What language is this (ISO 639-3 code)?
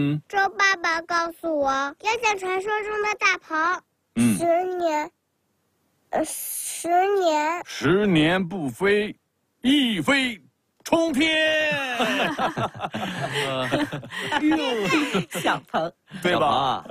zho